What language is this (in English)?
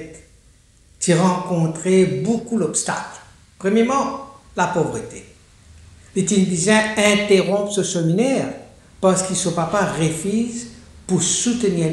Morisyen